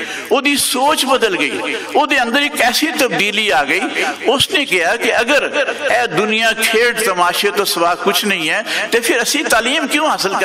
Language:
Western Panjabi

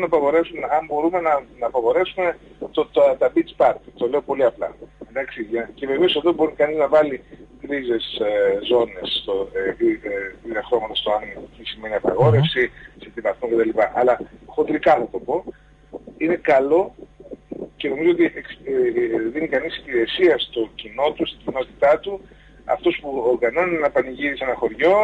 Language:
Greek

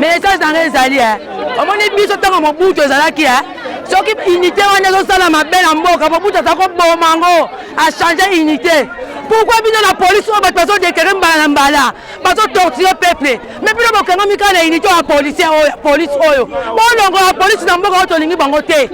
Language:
Lingala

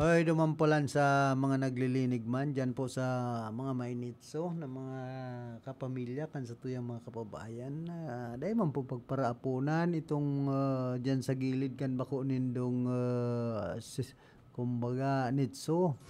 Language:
Bikol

